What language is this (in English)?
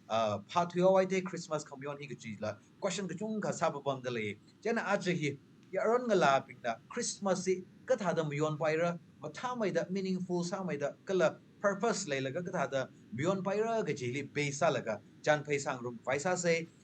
Tangkhul Naga (India)